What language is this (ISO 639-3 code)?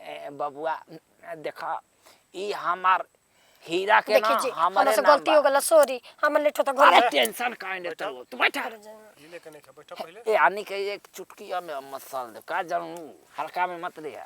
bho